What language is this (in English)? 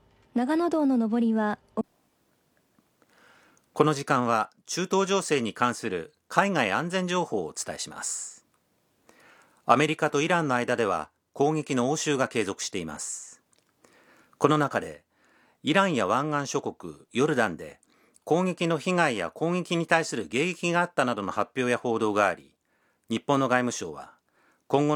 Japanese